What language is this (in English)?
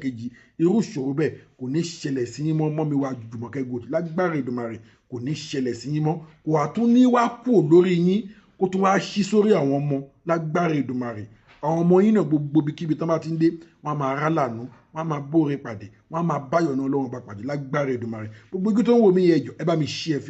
Yoruba